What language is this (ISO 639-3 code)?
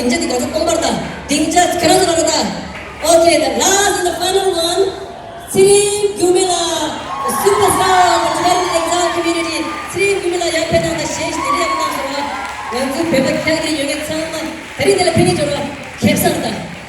bod